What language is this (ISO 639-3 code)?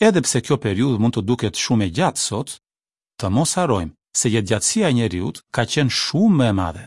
sqi